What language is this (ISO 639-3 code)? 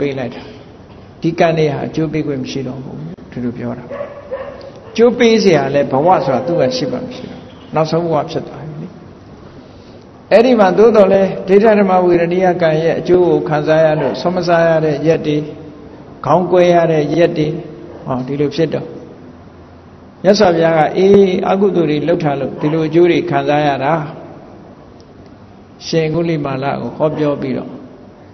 mya